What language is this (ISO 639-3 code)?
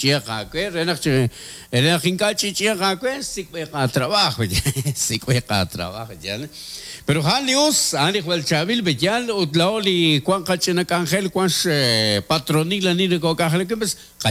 kek